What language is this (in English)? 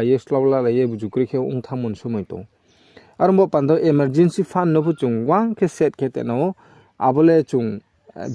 Riang (India)